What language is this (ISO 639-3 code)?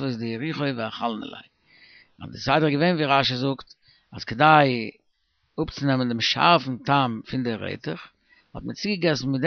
yid